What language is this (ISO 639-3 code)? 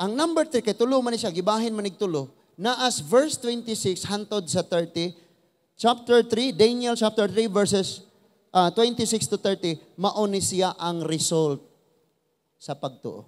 ceb